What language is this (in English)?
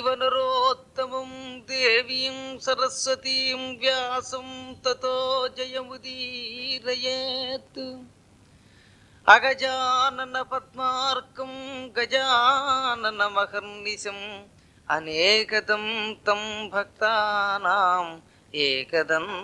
Telugu